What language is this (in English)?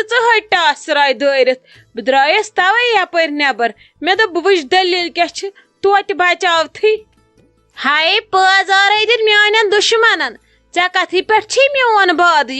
Kashmiri